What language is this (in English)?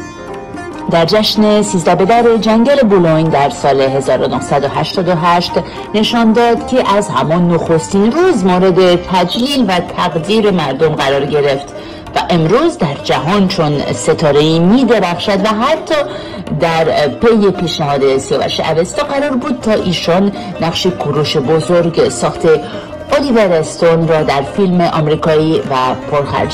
Persian